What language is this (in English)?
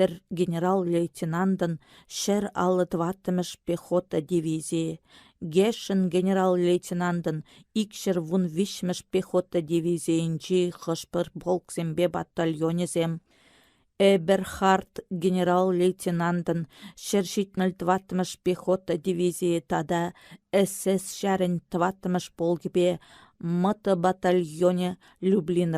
Chuvash